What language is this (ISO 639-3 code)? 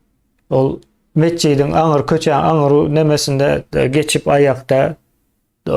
tuk